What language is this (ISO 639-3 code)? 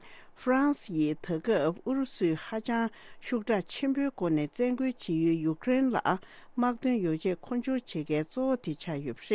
bod